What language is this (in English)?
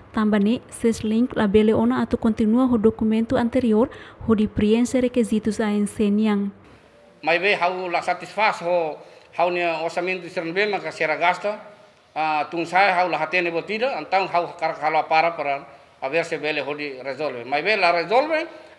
Tetum